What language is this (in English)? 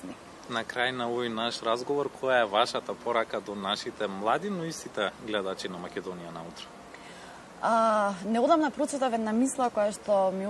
Macedonian